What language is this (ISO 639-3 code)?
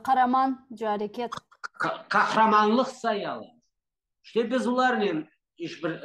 crh